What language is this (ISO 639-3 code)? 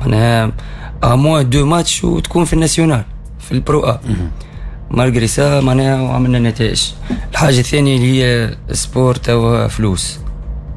aeb